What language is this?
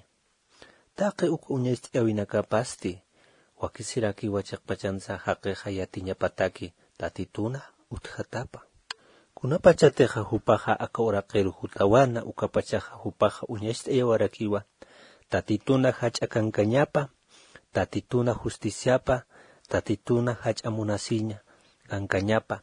Aymara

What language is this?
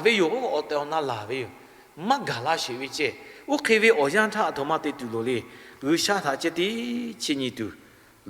Lahu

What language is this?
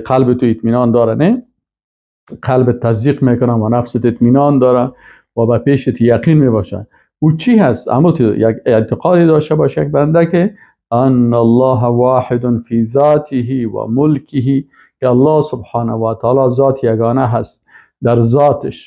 Persian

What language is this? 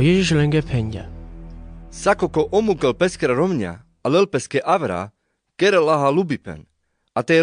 Carpathian Romani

